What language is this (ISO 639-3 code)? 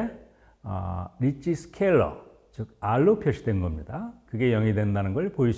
kor